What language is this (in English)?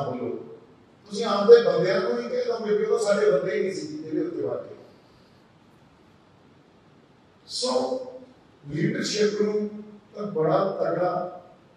Punjabi